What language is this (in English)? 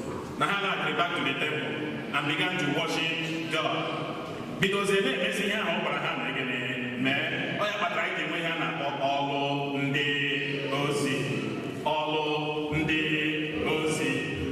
Igbo